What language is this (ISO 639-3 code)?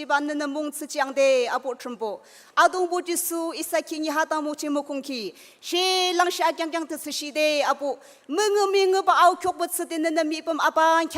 nag